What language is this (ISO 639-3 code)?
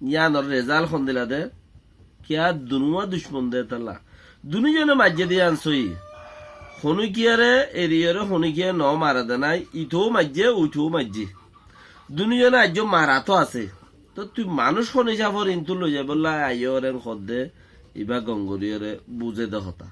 rhg